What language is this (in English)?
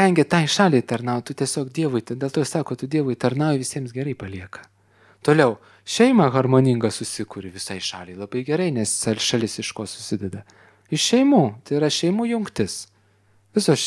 Lithuanian